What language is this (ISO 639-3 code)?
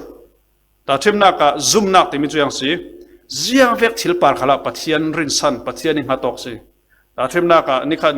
cfm